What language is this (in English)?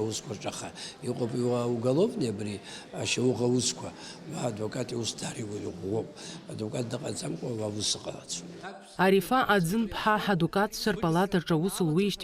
Abkhazian